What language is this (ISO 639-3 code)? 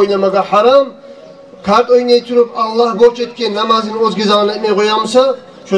kum